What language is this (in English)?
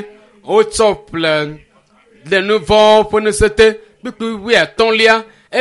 Ewe